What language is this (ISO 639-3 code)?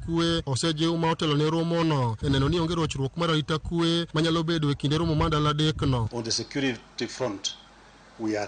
luo